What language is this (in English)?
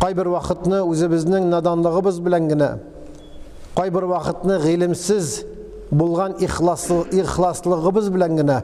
Tatar